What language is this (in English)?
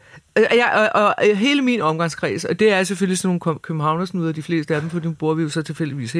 Danish